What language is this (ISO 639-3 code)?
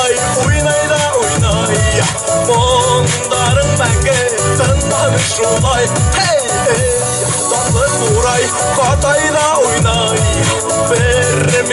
bak